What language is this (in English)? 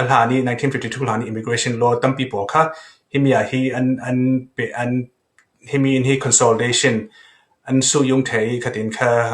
Falam Chin